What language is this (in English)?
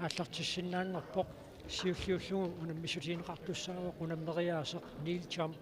Kalaallisut